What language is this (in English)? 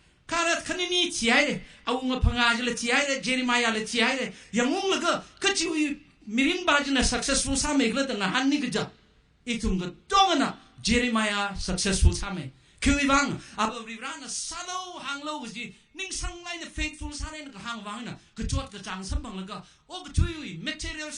Tangkhul Naga (India)